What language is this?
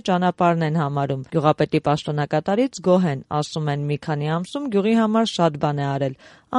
Armenian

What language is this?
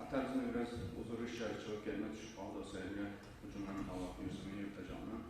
Kumyk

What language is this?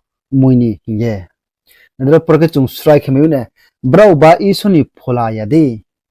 Riang (India)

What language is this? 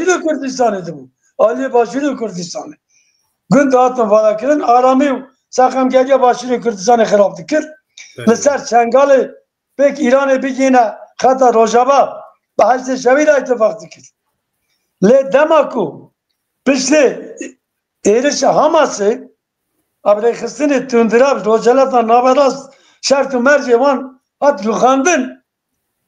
Kurdish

